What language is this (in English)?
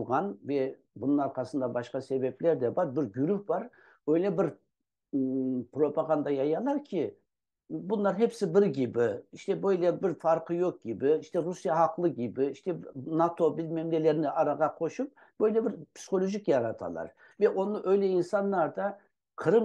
Crimean Tatar